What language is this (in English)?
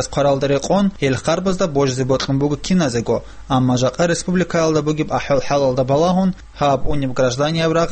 Avaric